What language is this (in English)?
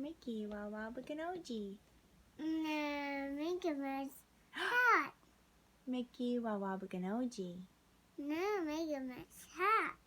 Ojibwa